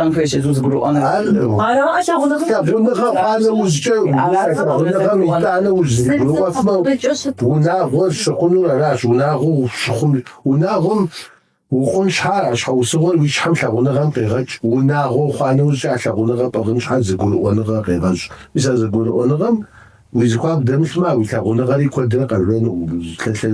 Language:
Kabardian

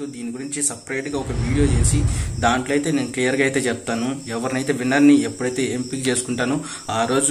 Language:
Telugu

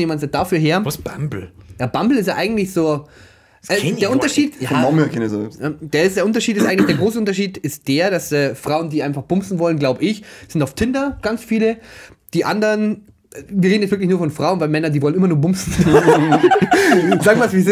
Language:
Bavarian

